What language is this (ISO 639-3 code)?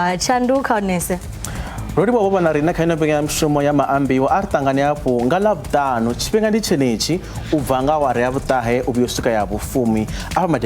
ven